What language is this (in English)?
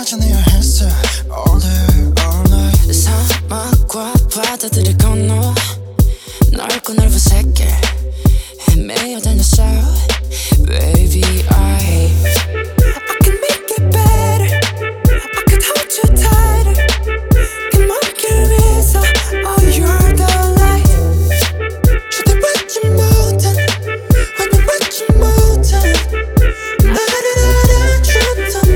Korean